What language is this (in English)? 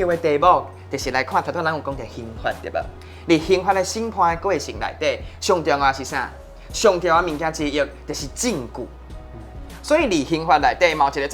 Min Nan Chinese